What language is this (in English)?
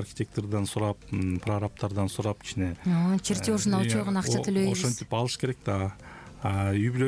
Kyrgyz